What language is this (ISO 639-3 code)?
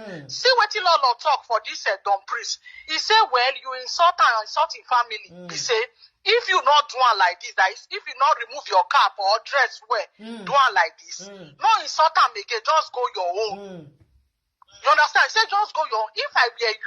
pcm